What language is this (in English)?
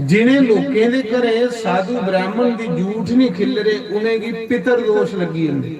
Dogri